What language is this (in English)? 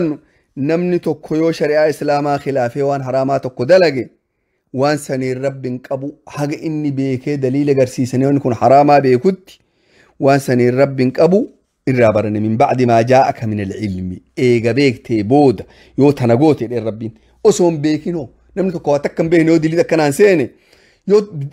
Oromo